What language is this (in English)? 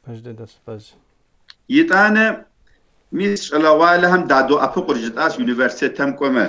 Kabardian